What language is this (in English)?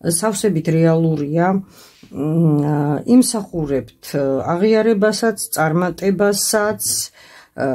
Georgian